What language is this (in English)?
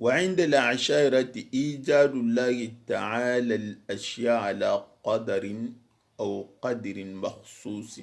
Soninke